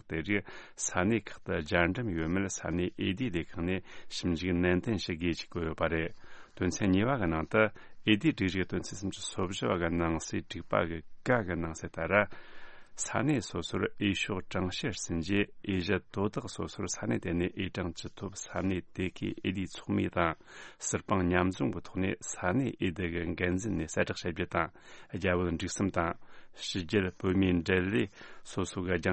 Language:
Tibetan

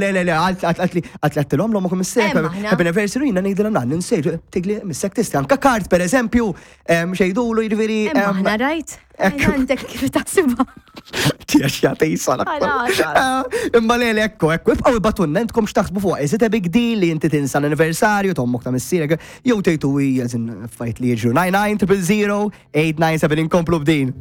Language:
Maltese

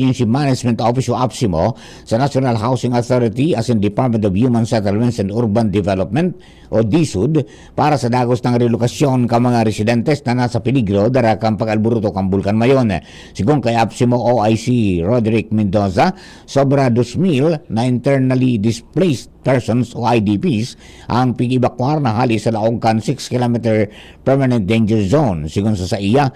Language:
Bikol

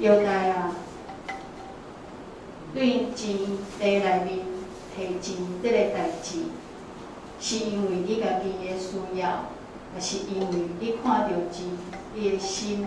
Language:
Min Nan Chinese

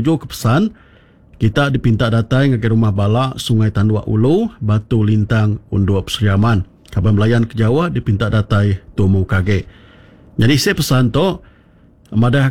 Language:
Iban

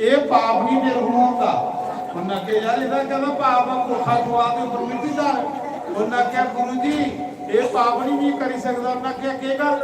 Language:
Dogri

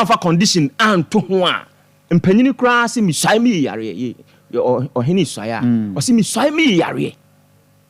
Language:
Akan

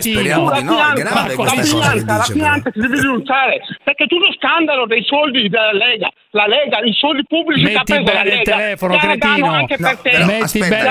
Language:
Italian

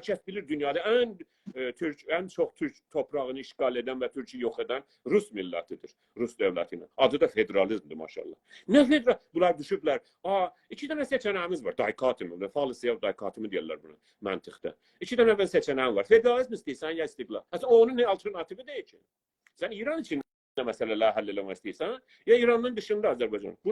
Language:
South Azerbaijani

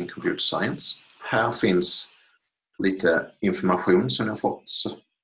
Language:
Swedish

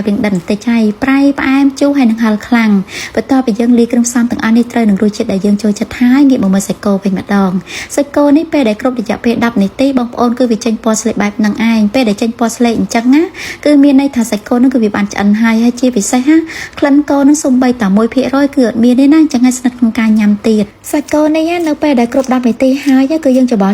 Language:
Khmer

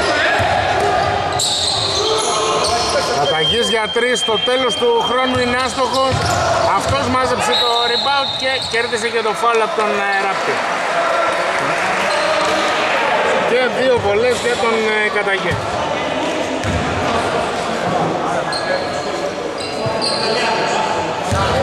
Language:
Greek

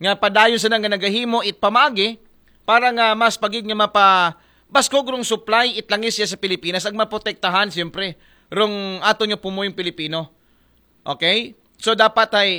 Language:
Aklanon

